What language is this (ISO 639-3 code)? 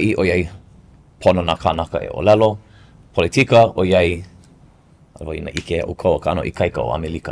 haw